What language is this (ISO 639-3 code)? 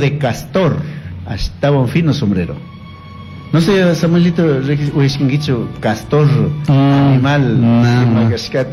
qug